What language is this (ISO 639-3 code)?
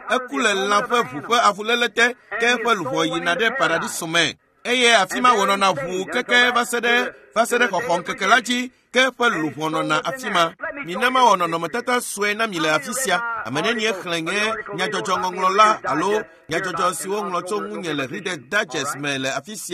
ewe